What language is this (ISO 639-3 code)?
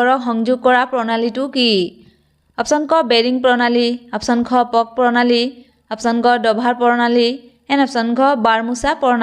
asm